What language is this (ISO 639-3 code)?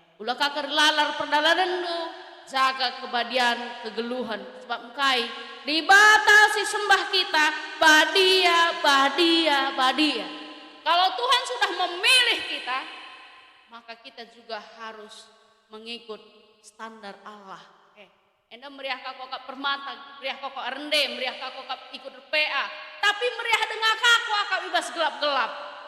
btx